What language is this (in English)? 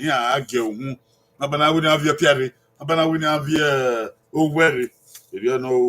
Bini